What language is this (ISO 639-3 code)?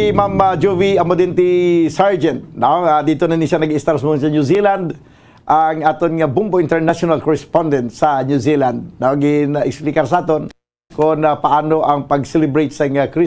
hil